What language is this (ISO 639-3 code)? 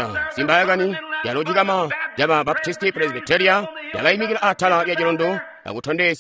toi